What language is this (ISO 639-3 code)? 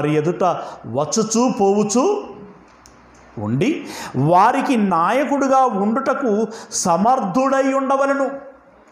tel